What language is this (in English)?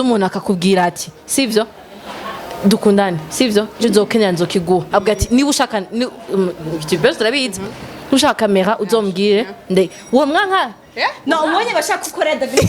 Rundi